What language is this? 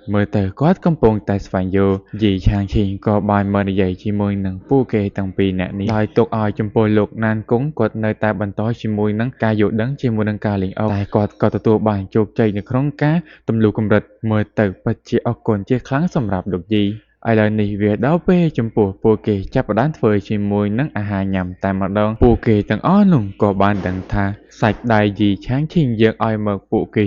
Khmer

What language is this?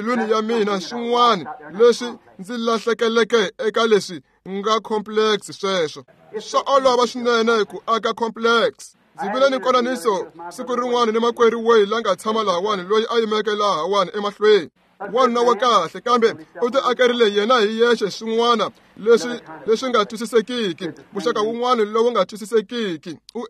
Tsonga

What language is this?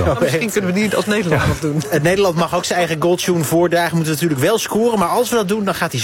Dutch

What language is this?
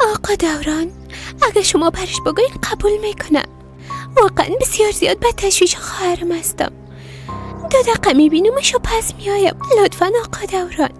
Persian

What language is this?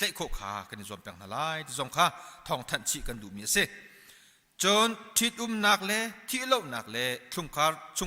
Hakha Chin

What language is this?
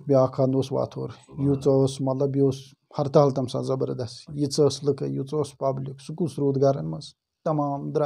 Kashmiri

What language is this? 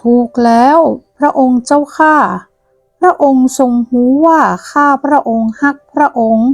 Northern Thai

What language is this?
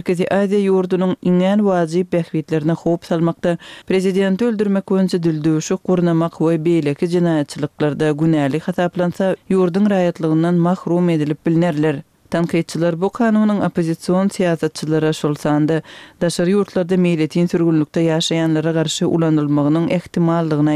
Kyrgyz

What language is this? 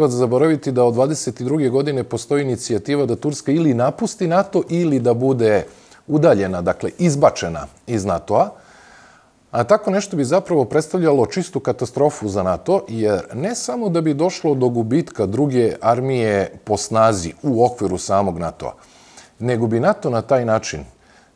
Serbian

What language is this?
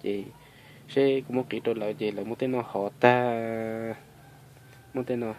Hmong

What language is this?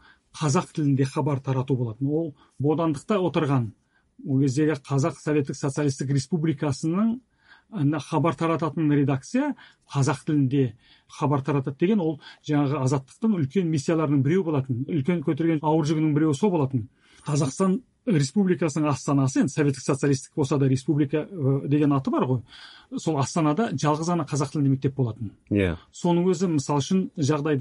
Kazakh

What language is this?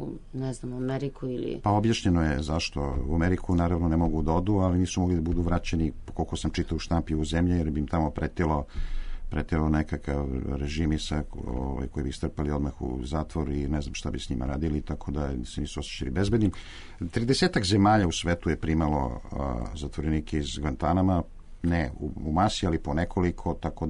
Serbian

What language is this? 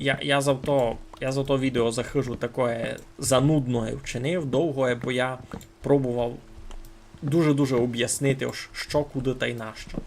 Rusyn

